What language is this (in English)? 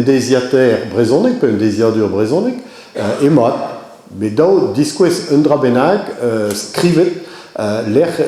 Breton